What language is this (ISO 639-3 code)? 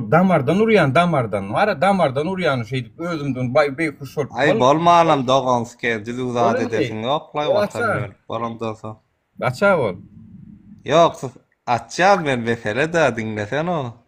tuk